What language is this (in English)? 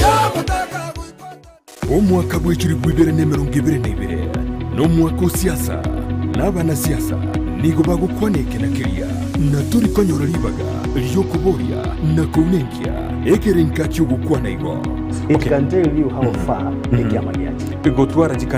Gusii